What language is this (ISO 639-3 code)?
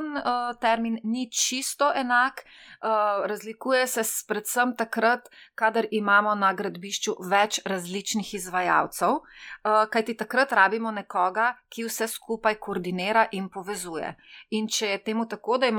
slv